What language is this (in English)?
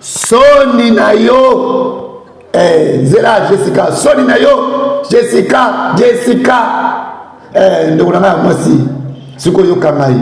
Lingala